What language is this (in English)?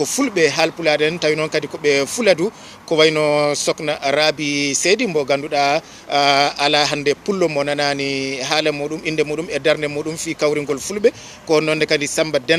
Fula